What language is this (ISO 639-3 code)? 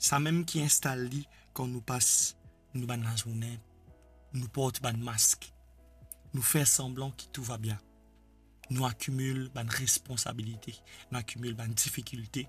mfe